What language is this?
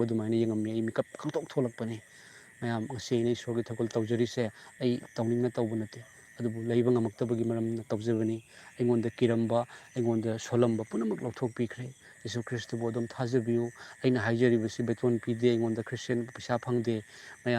Manipuri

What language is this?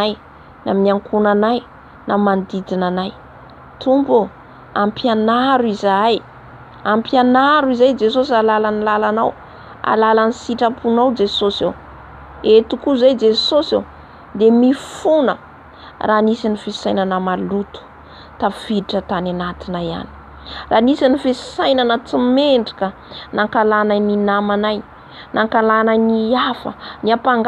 Malagasy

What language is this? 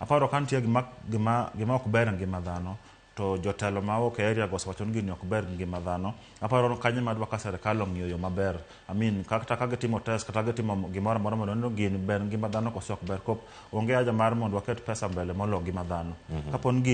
Luo (Kenya and Tanzania)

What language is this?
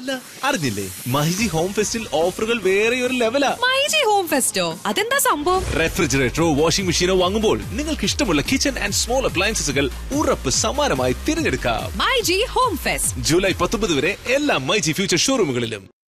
Malayalam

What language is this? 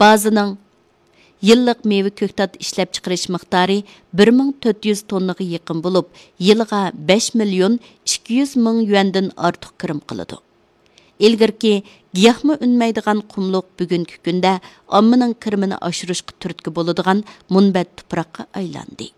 Uyghur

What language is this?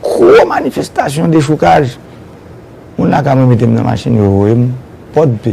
Haitian Creole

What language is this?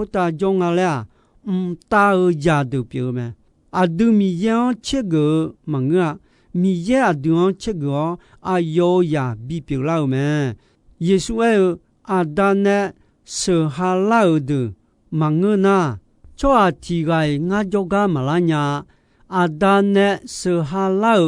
Akha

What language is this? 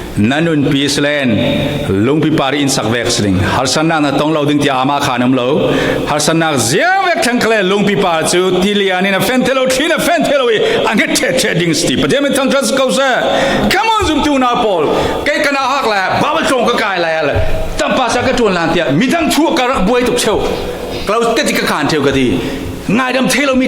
Falam Chin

